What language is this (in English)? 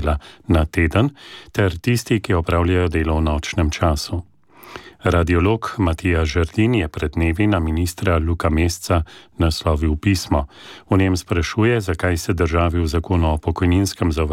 Slovenian